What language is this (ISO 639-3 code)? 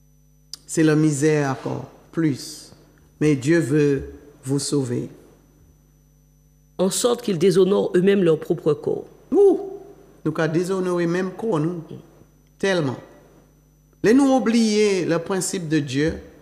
fra